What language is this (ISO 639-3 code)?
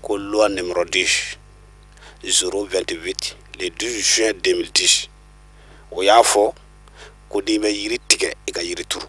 bam